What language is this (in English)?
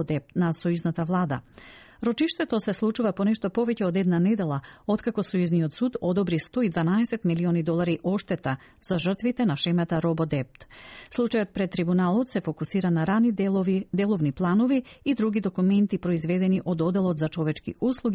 Macedonian